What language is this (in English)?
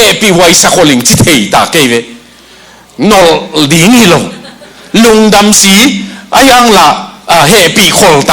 Tedim Chin